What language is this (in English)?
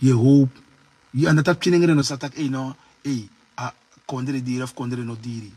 Sranan Tongo